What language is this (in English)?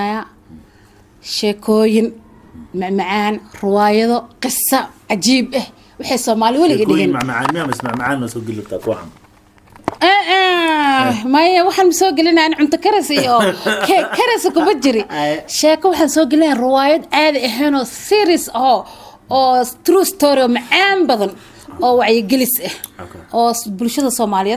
Somali